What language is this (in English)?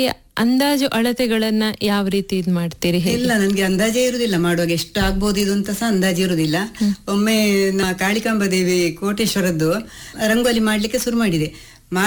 Kannada